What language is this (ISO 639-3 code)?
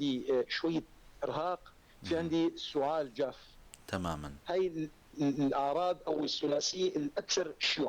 apc